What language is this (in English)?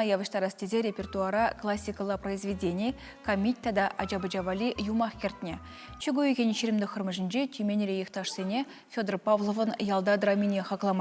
Chuvash